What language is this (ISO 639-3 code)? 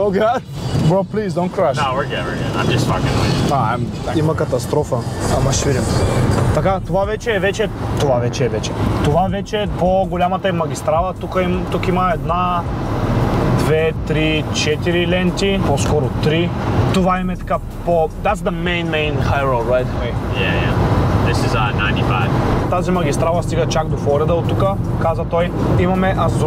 bul